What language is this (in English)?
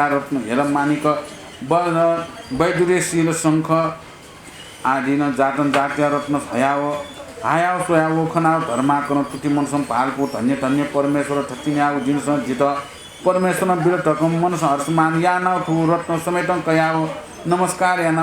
Newari